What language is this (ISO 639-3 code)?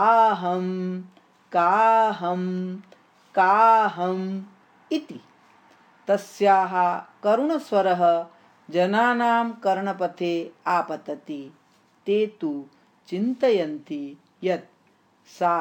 san